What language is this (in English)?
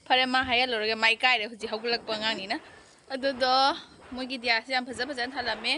Manipuri